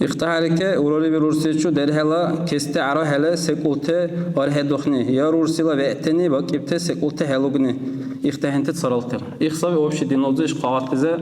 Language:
Dargwa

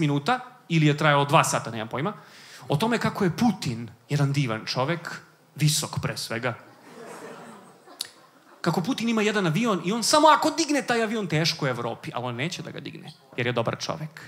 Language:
Serbian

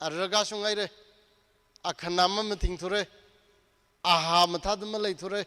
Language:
Tangkhul Naga (India)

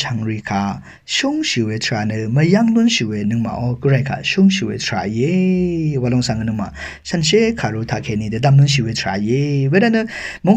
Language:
Rawang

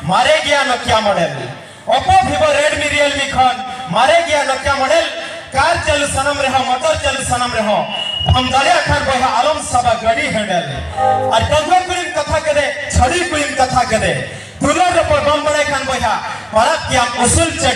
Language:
Santali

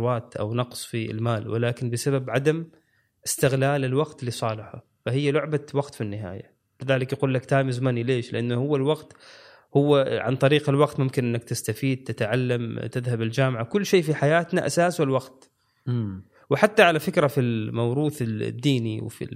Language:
Gulf Arabic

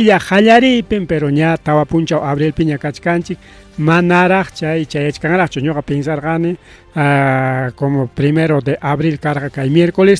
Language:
Ayacucho Quechua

